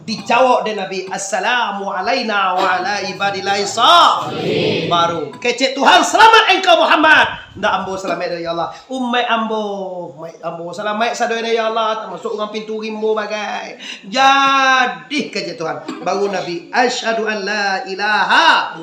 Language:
Minangkabau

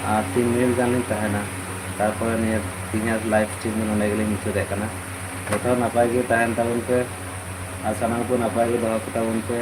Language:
Santali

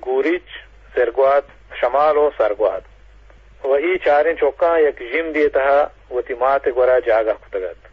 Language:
Eastern Balochi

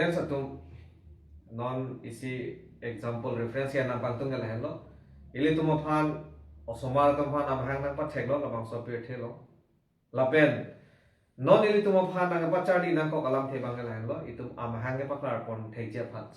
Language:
Karbi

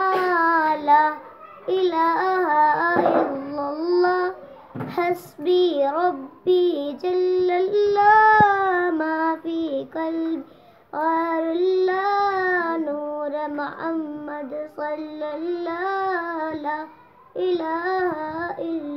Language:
Urdu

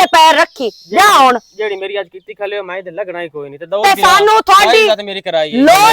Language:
Western Panjabi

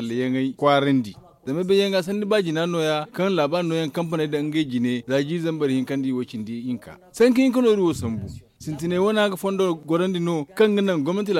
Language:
Zarma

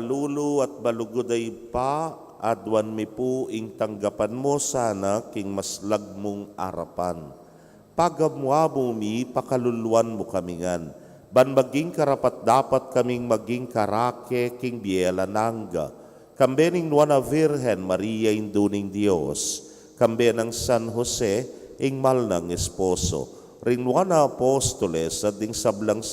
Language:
Pampanga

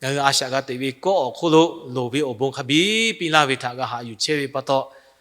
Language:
Lahu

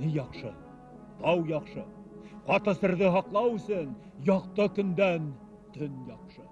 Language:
Bashkir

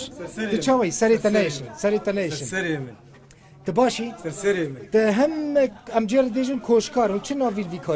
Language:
Kurdish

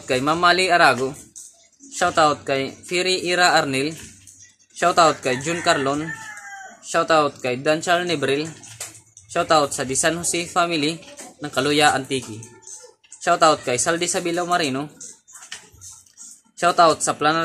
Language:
Filipino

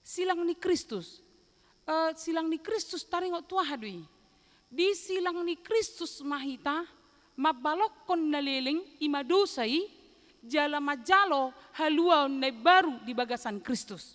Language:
Batak Toba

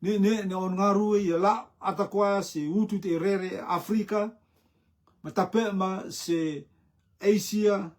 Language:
Rotuman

